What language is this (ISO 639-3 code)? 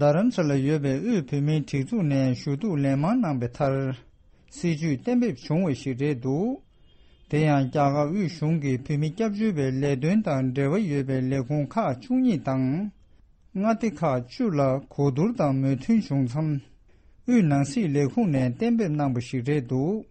bod